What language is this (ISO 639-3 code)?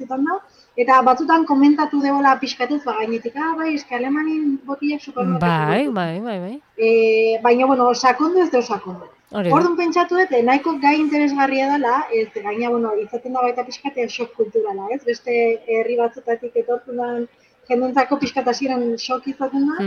eus